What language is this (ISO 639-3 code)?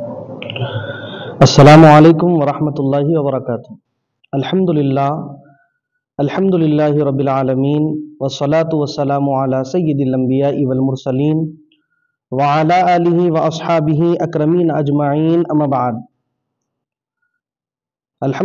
urd